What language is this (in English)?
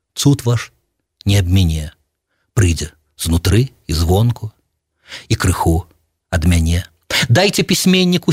Belarusian